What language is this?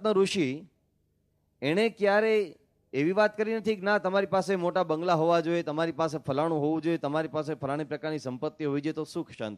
Gujarati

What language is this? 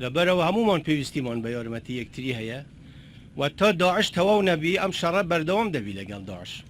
Kurdish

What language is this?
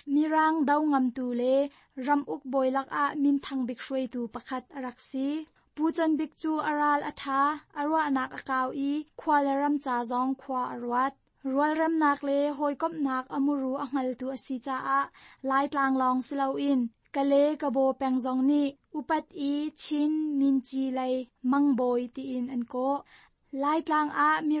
Hakha Chin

